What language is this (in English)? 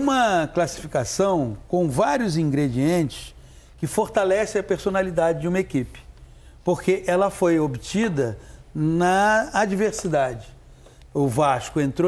Portuguese